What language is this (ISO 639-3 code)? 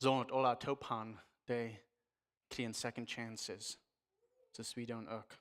pdt